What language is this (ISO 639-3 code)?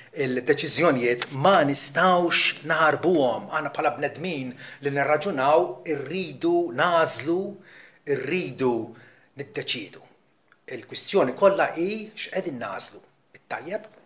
mlt